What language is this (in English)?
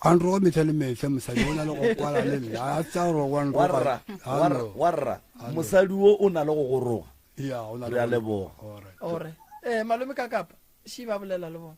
Northern Sotho